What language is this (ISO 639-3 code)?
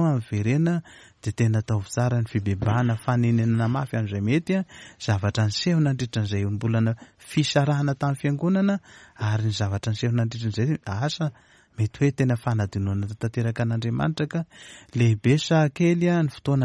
mlg